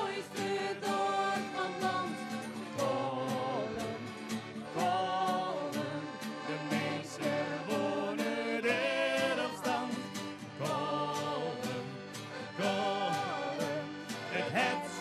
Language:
Western Frisian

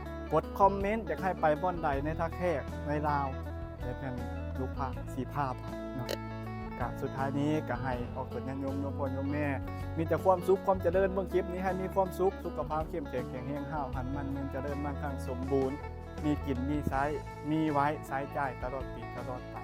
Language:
Northeastern Thai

